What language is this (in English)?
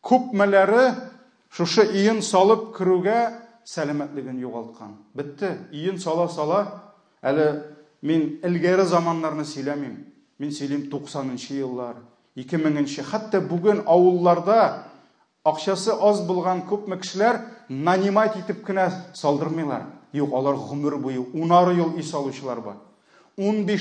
Tatar